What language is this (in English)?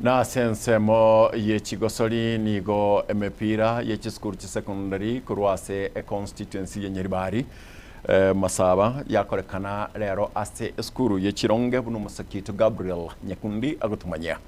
Gusii